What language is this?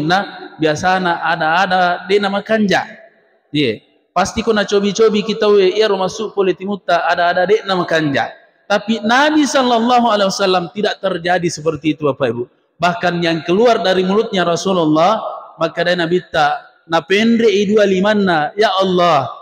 Buginese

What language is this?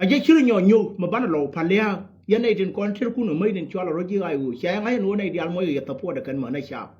Nuer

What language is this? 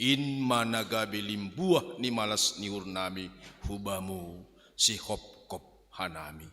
Batak Simalungun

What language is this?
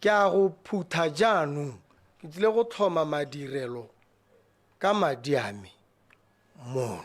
Tswana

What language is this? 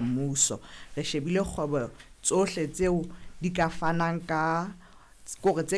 Southern Sotho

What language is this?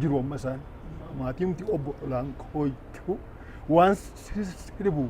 Oromo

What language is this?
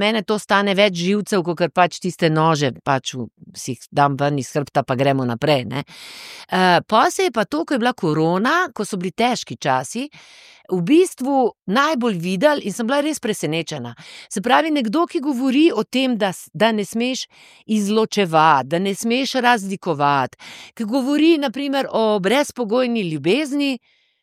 Slovenian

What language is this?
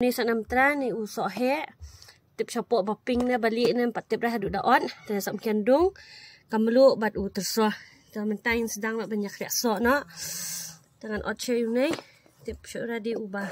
Khasi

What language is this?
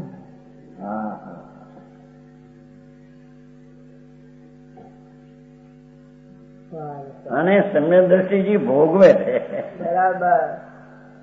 Gujarati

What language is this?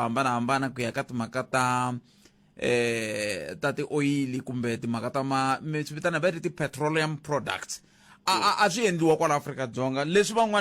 Tsonga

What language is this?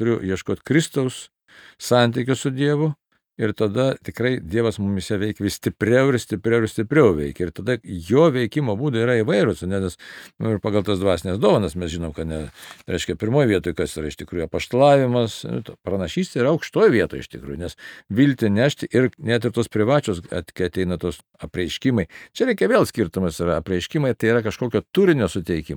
Lithuanian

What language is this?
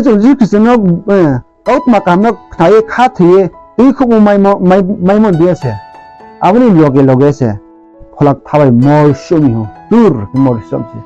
Riang (India)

